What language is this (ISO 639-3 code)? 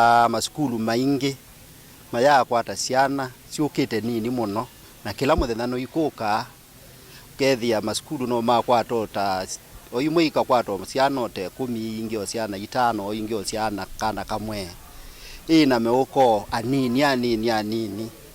kam